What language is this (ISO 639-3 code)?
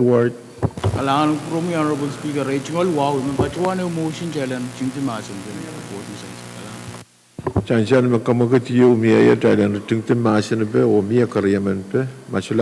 pon